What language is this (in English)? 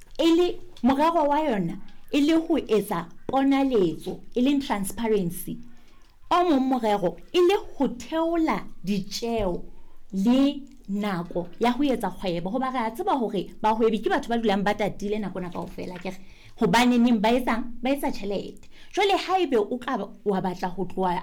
Southern Sotho